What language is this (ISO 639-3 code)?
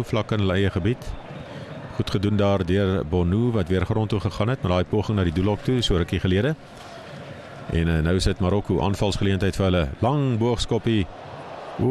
afr